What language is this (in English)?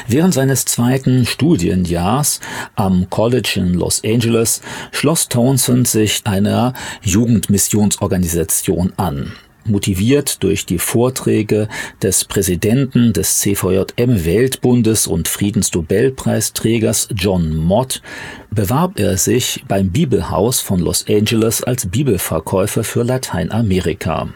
German